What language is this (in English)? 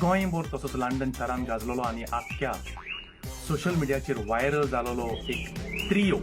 Konkani